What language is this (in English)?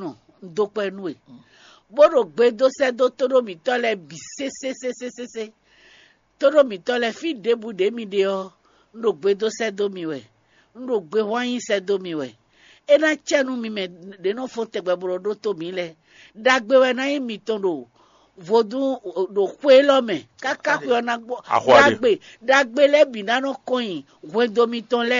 Fon